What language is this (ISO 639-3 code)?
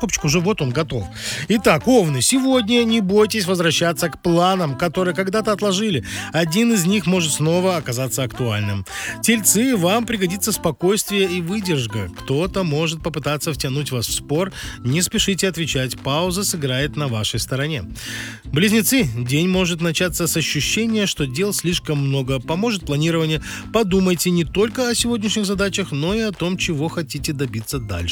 rus